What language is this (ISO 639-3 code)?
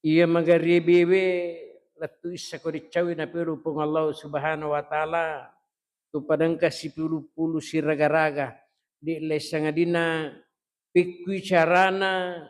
bug